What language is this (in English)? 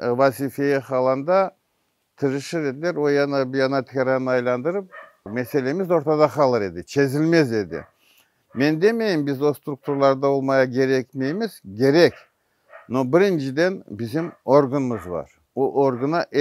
Crimean Tatar